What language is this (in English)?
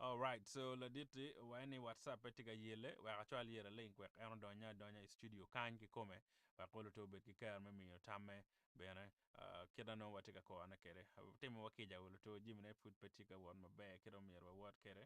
Acoli